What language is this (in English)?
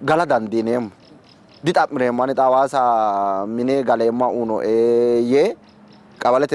Sidamo